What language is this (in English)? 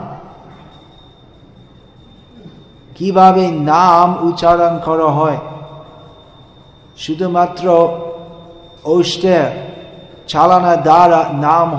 Bangla